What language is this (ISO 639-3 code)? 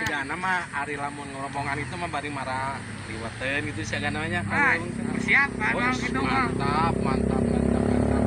sun